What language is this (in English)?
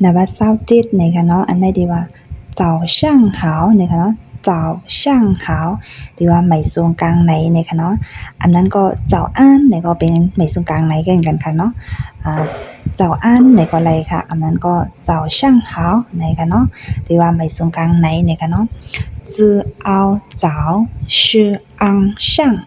Shan